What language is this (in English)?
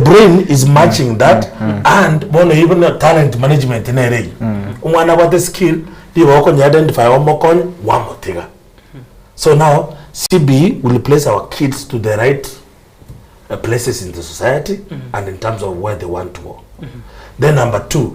Gusii